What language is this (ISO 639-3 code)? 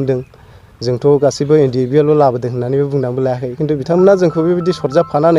brx